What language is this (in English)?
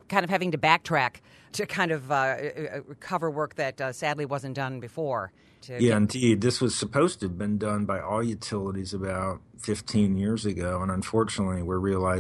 English